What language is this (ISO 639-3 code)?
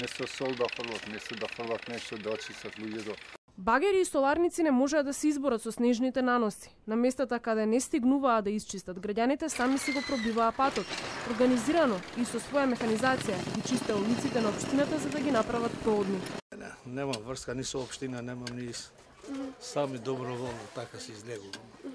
mkd